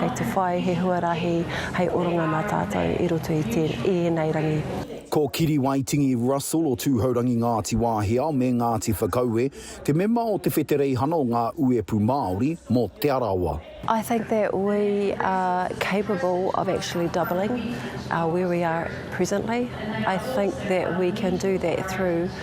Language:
Māori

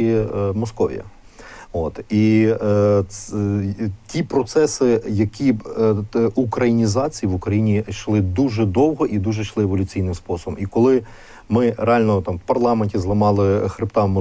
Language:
Ukrainian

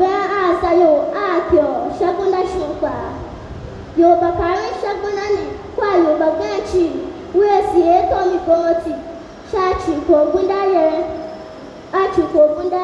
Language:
Tiv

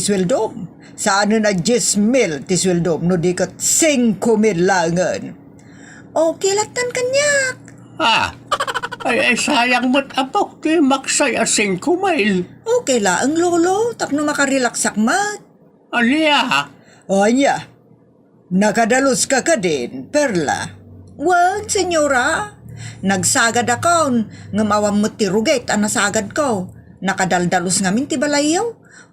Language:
Iloko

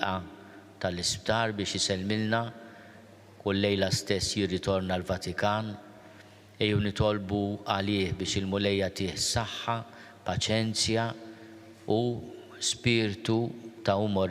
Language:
Maltese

